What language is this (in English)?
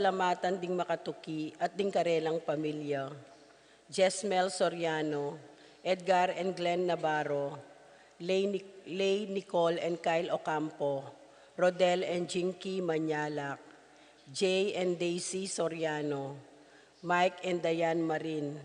Pampanga